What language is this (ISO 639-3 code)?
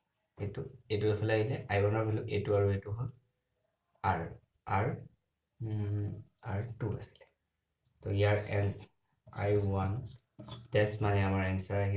asm